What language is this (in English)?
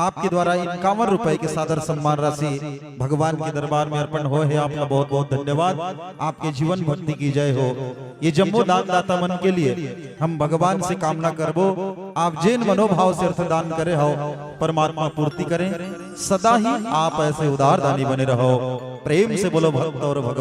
Chhattisgarhi